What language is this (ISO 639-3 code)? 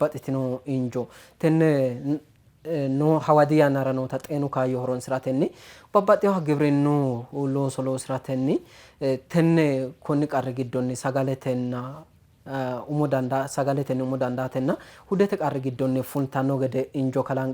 sid